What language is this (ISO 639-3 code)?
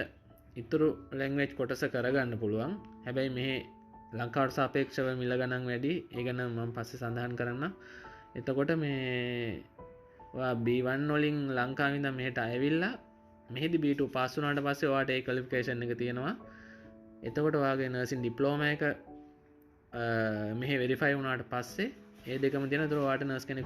sin